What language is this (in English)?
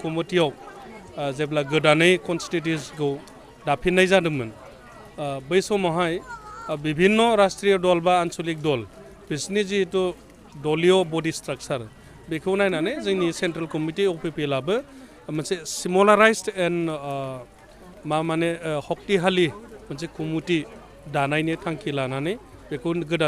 Bodo